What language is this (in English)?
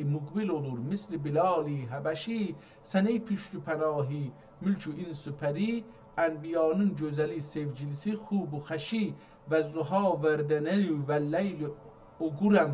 South Azerbaijani